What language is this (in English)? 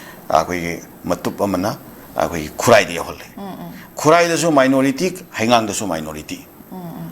Manipuri